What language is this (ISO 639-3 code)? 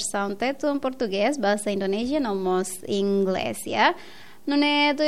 tet